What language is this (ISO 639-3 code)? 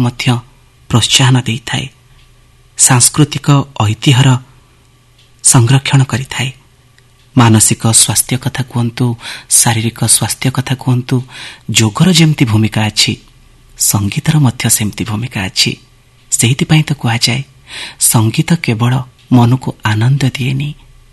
ori